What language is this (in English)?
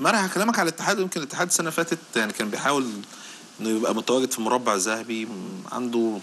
Egyptian Arabic